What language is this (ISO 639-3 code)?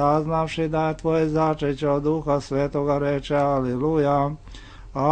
hrv